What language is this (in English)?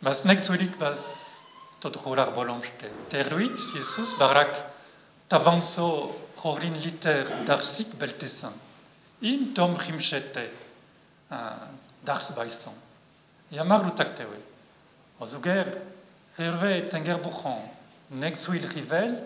Breton